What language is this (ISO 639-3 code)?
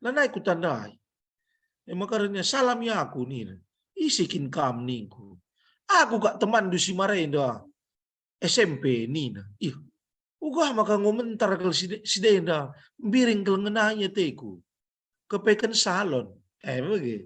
btx